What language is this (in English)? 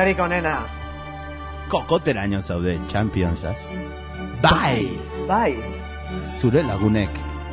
Basque